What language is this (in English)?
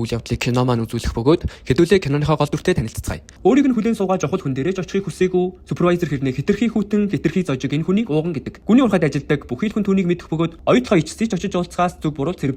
Mongolian